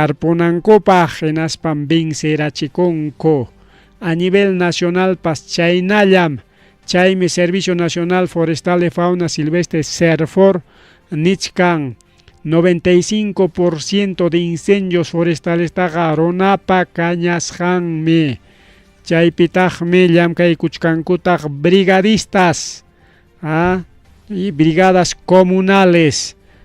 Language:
Ayacucho Quechua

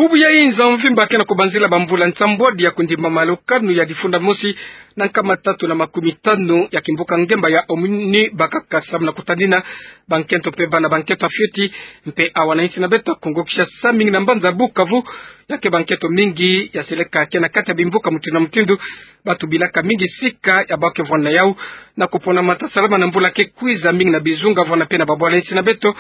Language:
Kituba (Democratic Republic of Congo)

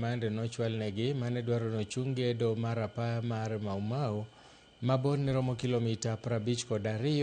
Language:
Luo (Kenya and Tanzania)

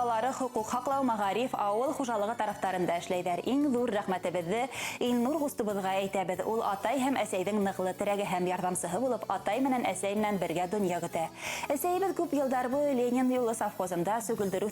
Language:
Bashkir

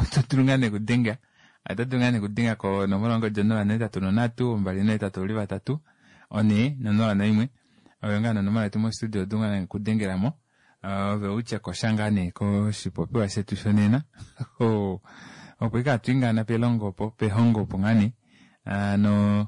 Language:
Kuanyama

